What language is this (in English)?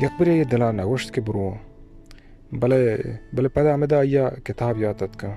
Baluchi